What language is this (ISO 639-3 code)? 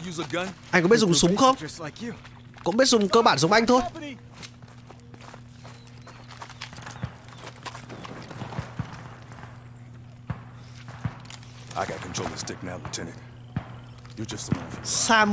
vie